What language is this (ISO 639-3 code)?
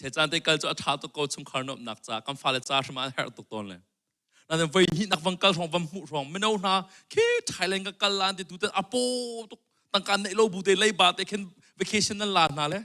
cnh